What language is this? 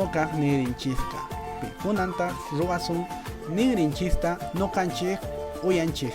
Quechua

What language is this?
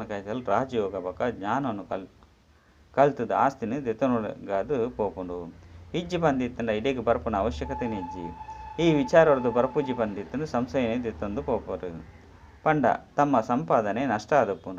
Tulu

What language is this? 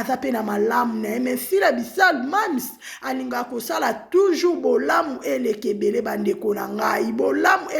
Lingala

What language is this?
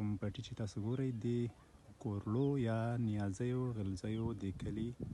Pashto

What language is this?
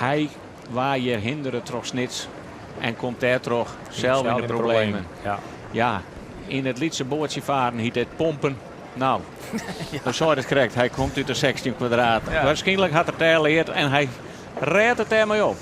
Western Frisian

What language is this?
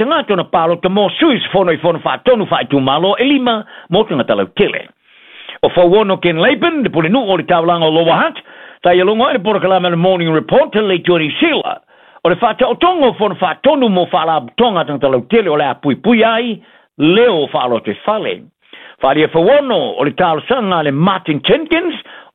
Samoan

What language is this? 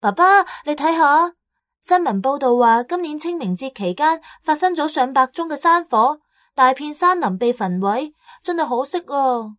Cantonese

